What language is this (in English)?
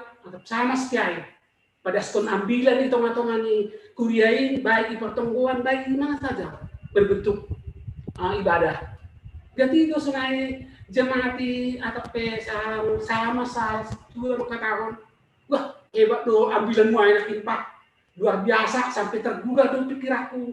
Batak Simalungun